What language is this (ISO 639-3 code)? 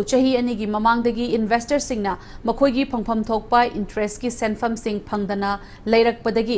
mni